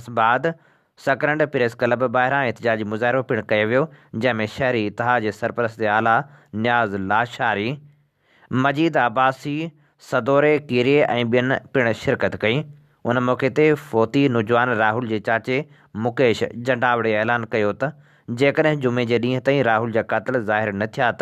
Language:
Sindhi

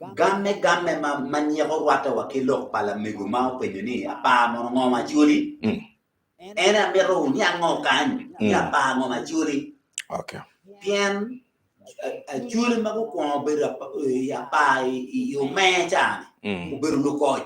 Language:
Acoli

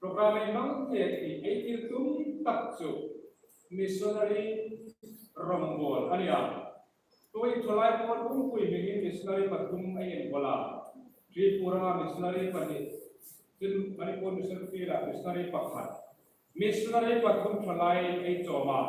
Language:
Hmar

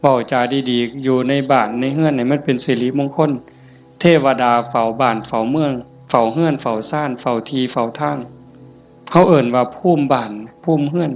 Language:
Northeastern Thai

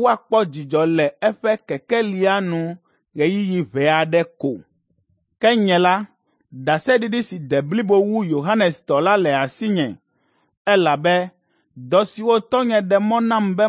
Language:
Ewe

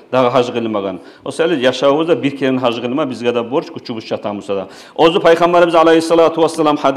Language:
Kumyk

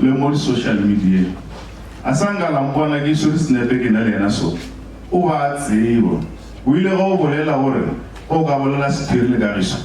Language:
Northern Sotho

